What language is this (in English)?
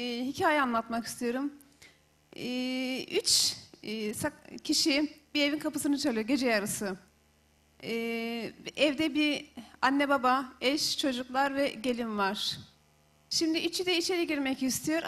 Turkish